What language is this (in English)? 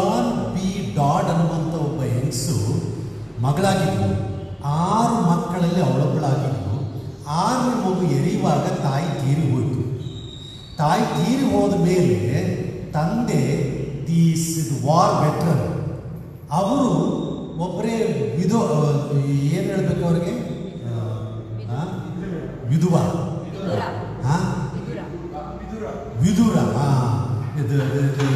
Kannada